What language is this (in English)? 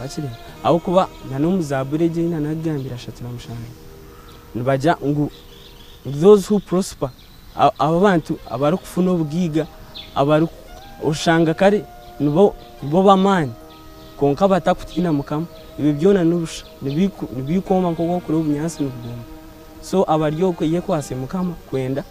Nyankole